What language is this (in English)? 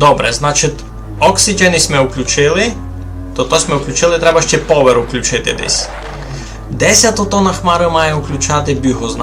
Rusyn